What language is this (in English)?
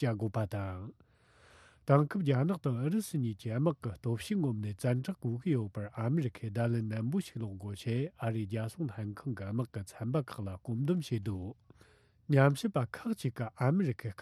Tibetan